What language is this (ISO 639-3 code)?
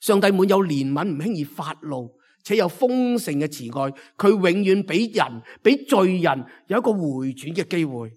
yue